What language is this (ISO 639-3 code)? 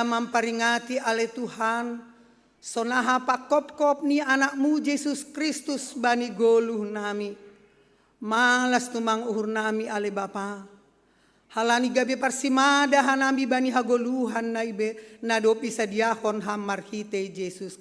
bts